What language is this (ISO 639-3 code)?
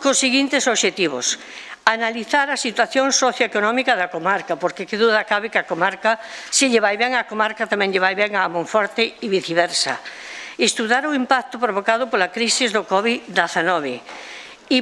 glg